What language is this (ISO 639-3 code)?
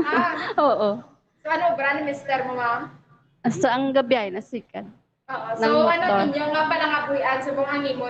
hil